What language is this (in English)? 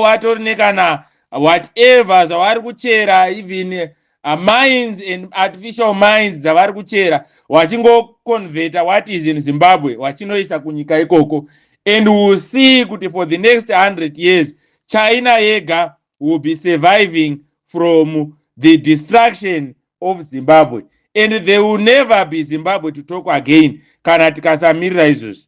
Shona